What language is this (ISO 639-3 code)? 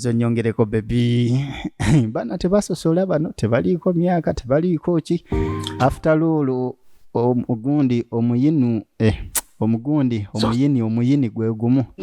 lug